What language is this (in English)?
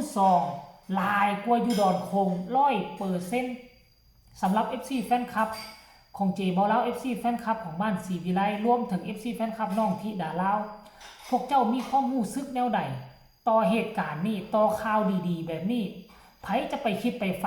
Lao